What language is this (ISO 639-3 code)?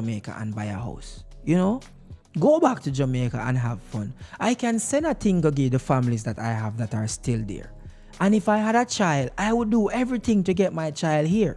jam